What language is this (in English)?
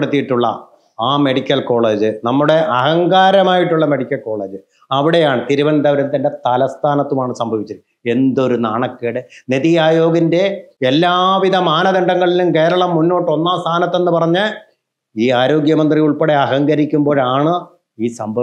Malayalam